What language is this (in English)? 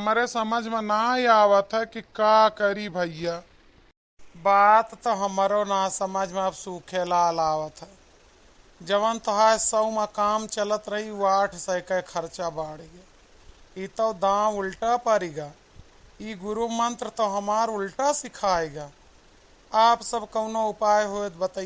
Awadhi